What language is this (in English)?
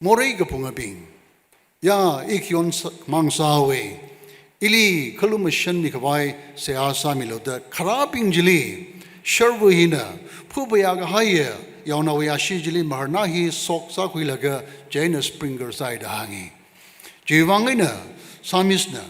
Tangkhul Naga (India)